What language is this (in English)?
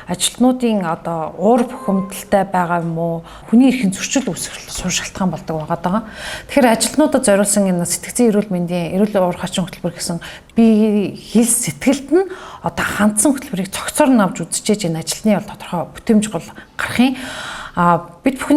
Mongolian